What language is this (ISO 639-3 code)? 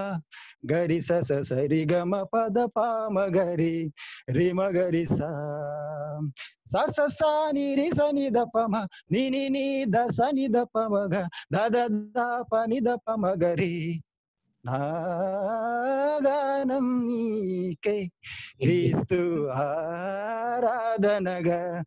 tel